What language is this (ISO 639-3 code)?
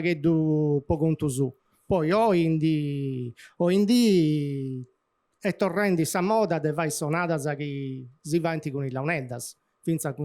srd